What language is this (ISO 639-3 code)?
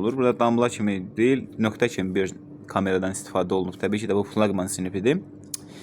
aze